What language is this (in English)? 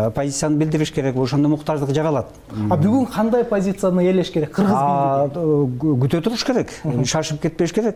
Kyrgyz